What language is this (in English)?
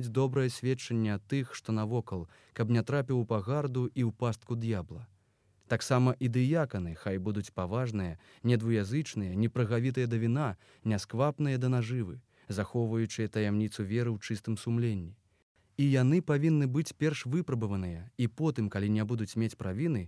Belarusian